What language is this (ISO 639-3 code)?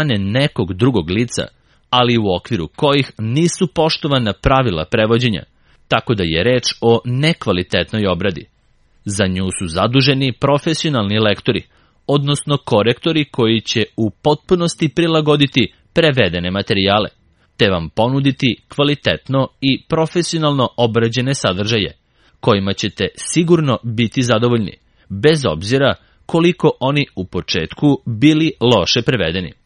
srp